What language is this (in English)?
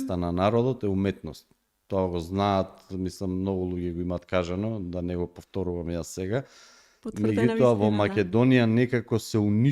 Macedonian